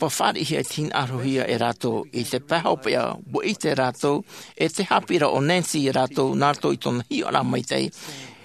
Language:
Tahitian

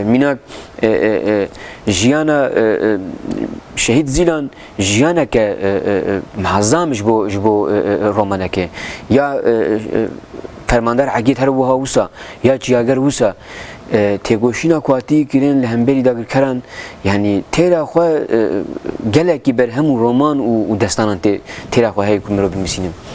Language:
Kurdish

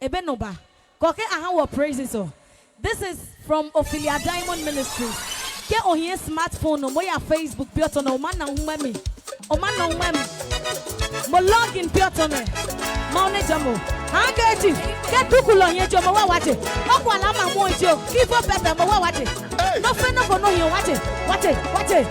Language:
Adangme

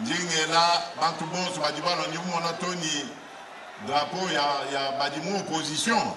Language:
Luba-Lulua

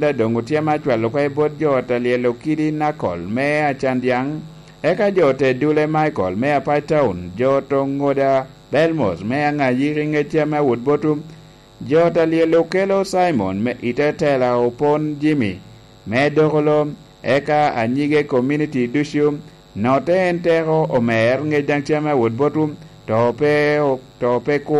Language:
Lango (Uganda)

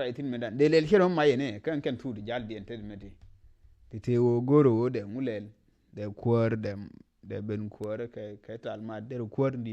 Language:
Nuer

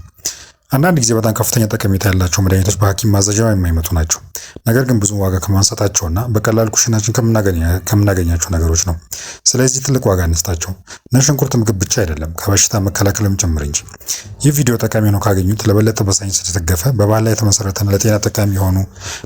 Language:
Amharic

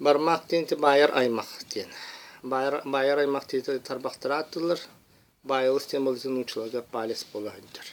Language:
Yakut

